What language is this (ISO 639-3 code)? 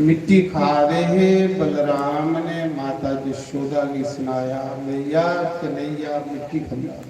doi